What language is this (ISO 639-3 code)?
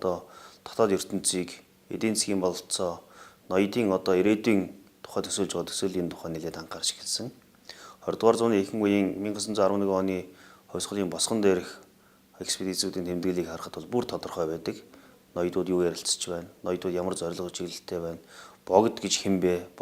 mon